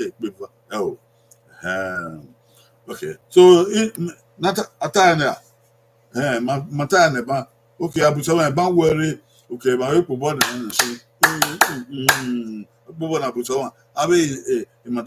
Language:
Bini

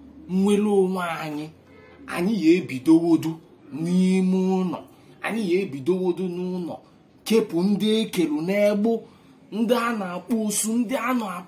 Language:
Igbo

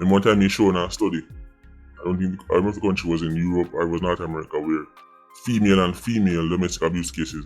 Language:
Jamaican Creole English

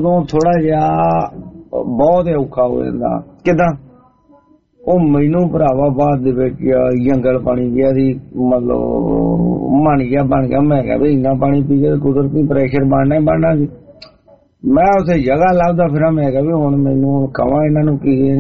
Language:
Punjabi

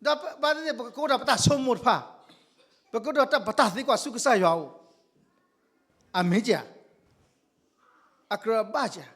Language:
S'gaw Karen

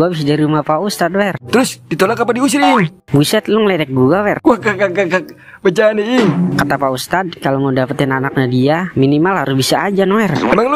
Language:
Betawi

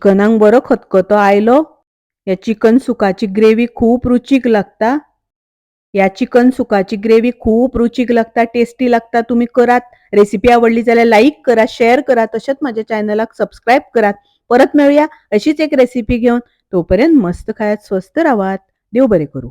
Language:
Konkani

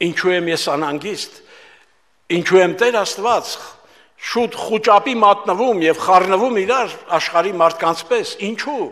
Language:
Armenian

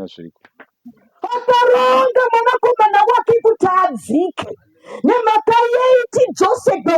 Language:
Shona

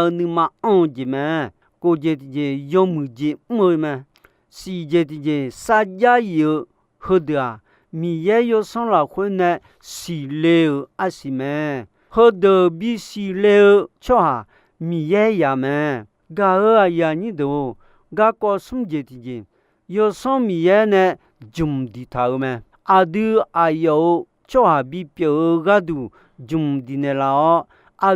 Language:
Akha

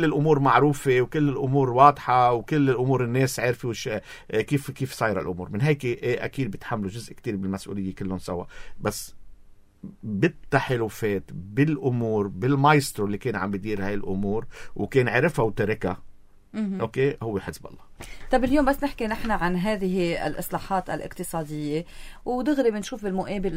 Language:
North Levantine Arabic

